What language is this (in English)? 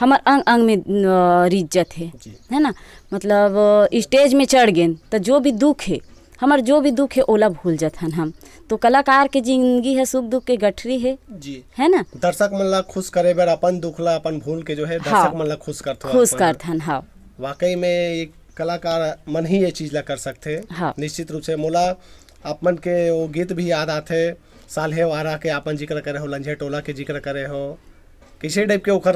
Chhattisgarhi